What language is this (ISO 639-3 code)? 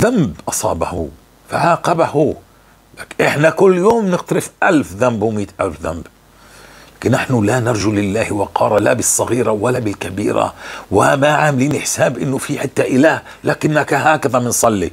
apc